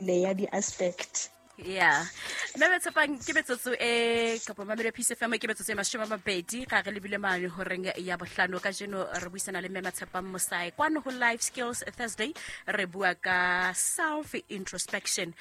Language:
Southern Sotho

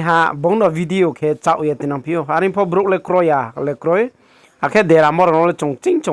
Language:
Riang (India)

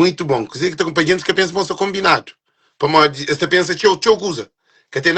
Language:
Kabuverdianu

